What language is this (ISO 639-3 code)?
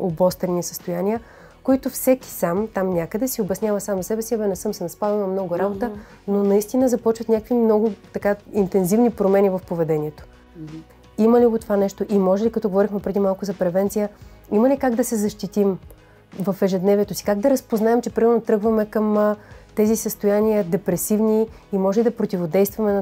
bul